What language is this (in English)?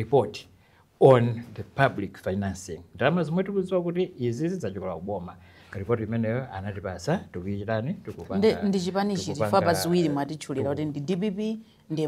Nyanja